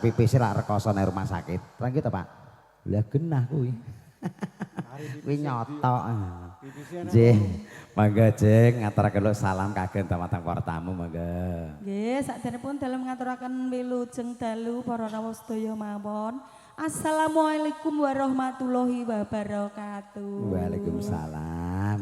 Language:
Javanese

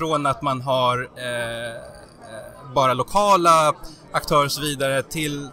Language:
Swedish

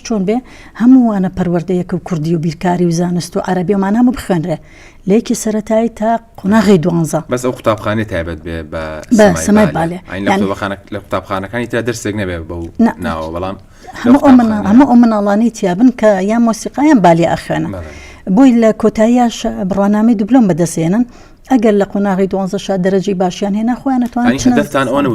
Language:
Central Kurdish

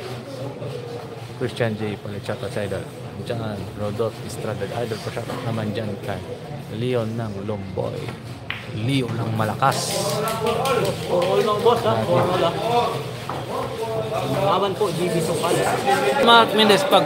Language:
Filipino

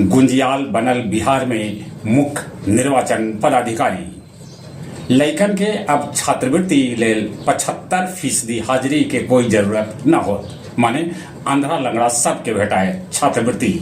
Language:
Magahi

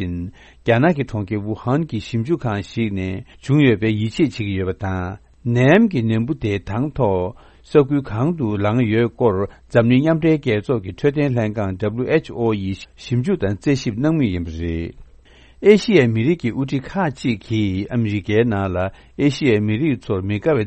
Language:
Tibetan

